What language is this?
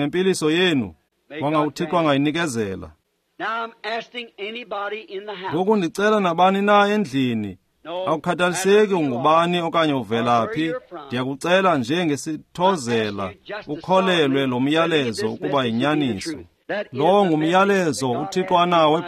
Xhosa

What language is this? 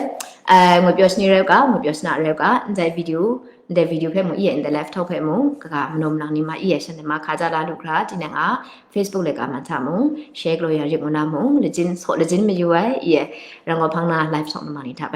Kachin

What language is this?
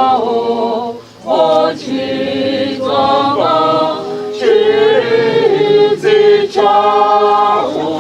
Venda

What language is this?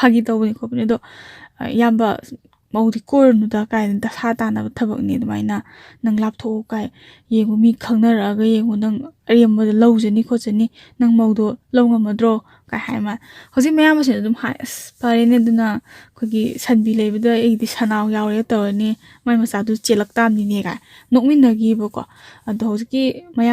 Manipuri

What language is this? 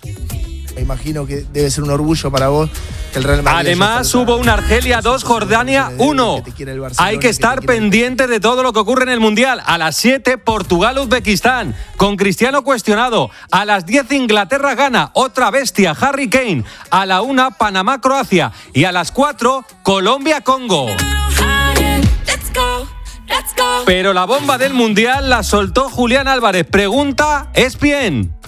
Spanish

